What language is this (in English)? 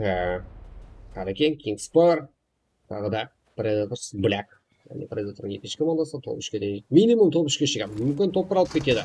Kara-Kalpak